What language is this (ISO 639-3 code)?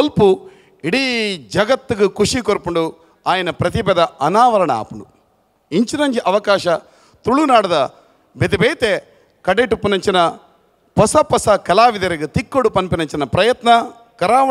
tcy